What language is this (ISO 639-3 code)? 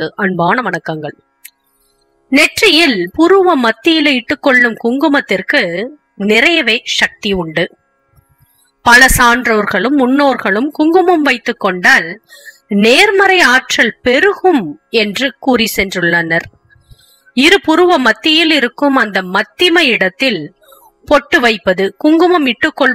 tam